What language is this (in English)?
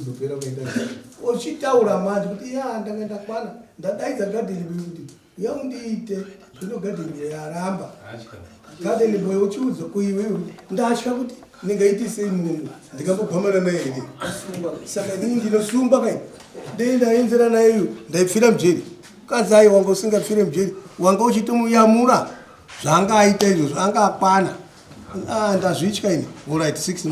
Shona